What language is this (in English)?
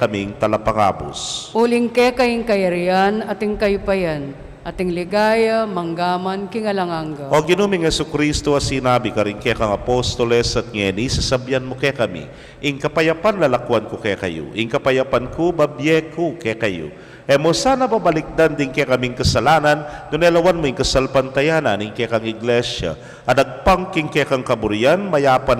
Pampanga